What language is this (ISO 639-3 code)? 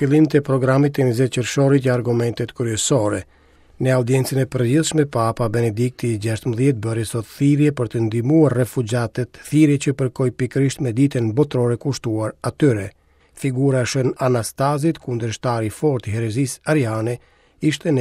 sqi